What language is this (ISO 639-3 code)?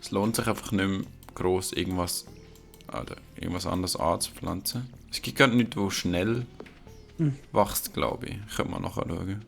gsw